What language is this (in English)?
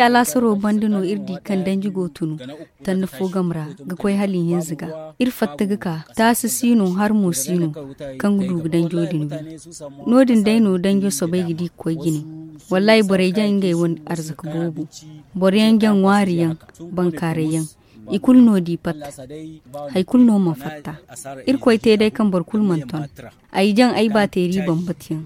Zarma